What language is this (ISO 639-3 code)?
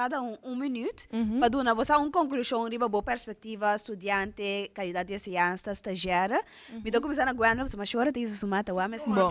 pap